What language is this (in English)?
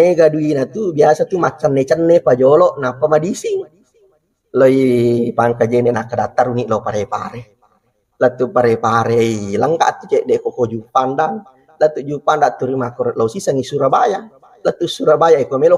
Buginese